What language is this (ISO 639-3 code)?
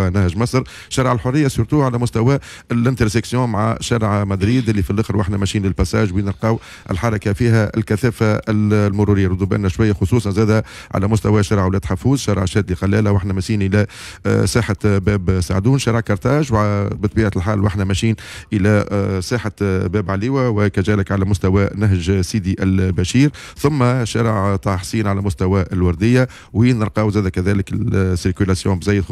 aeb